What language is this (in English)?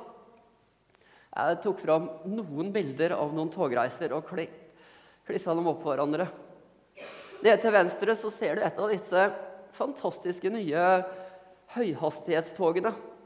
Norwegian